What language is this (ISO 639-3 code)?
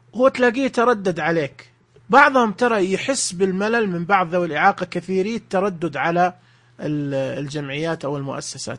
ars